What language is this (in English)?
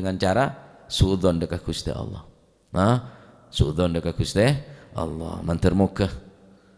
Madurese